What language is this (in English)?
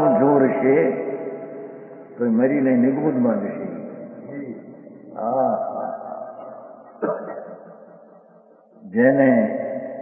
Gujarati